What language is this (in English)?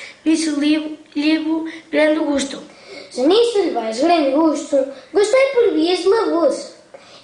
Mirandese